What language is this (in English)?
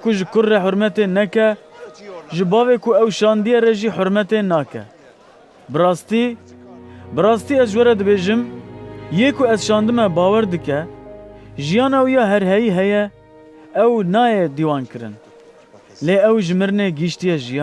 Kurdish